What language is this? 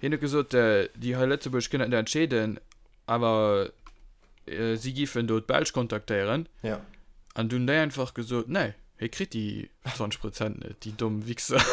Luxembourgish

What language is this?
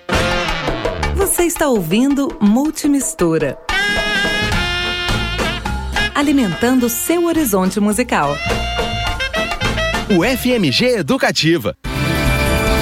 Portuguese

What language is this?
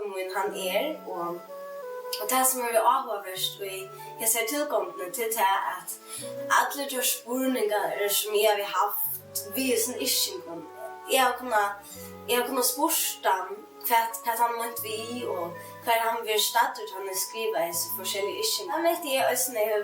Faroese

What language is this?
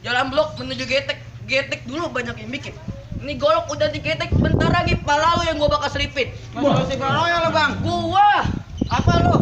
Betawi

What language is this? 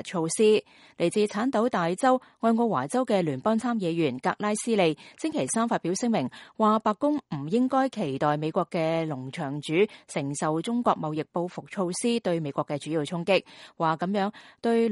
Cantonese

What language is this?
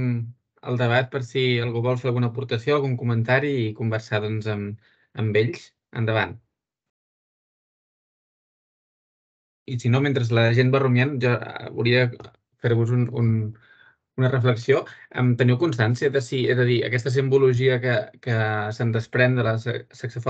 Catalan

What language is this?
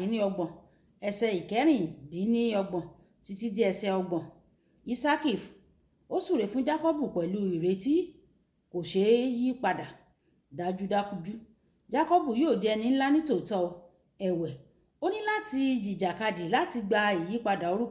Yoruba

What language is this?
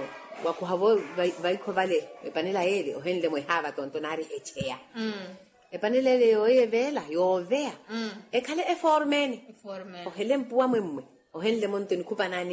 Makhuwa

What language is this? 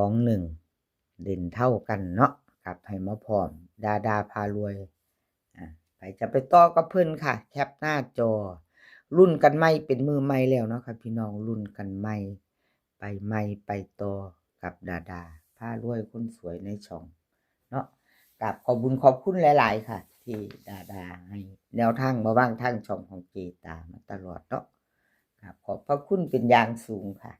Northeastern Thai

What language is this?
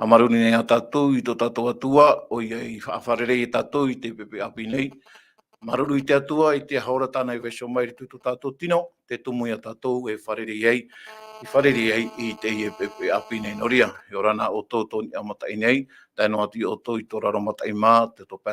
Tahitian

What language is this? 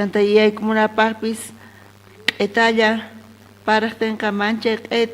South Bolivian Quechua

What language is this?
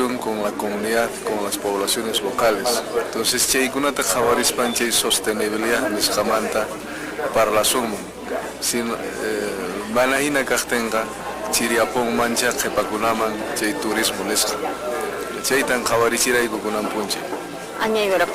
Quechua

